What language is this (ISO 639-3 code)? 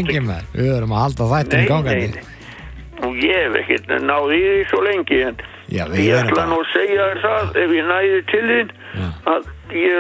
isl